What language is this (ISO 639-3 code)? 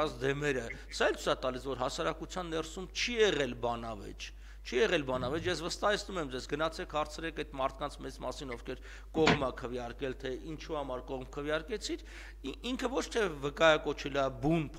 hye